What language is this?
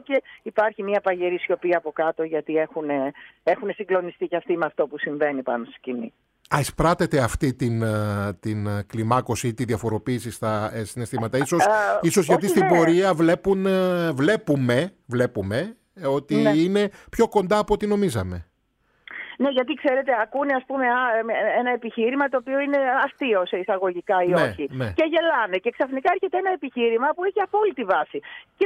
Greek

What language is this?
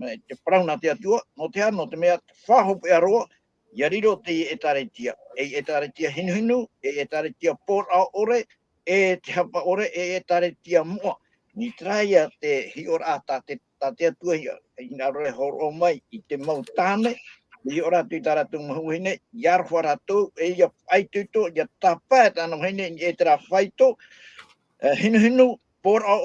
Tahitian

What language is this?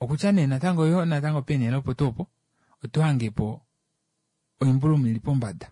Kuanyama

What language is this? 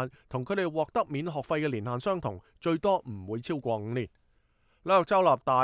Cantonese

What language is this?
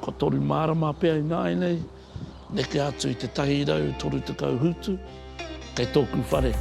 Māori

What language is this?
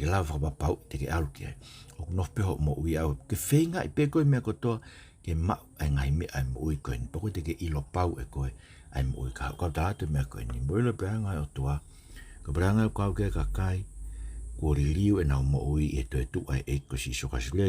Tongan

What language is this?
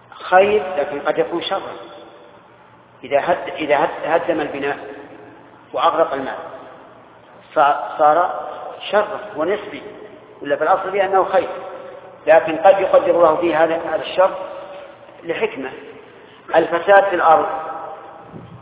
Arabic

